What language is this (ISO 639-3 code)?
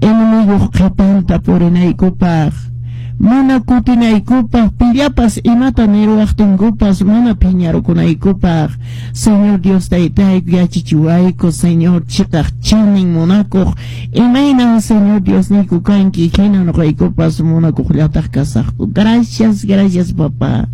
que